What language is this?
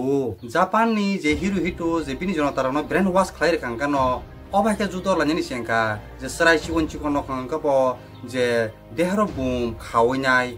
Kok Borok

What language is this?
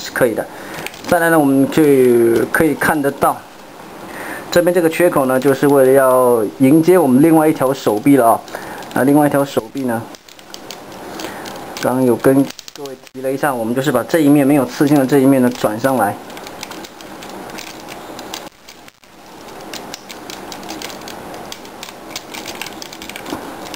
Chinese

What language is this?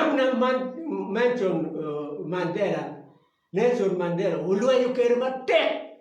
Acoli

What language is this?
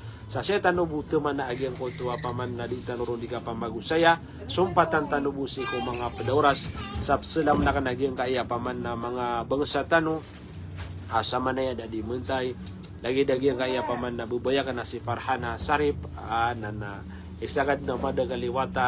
Maranao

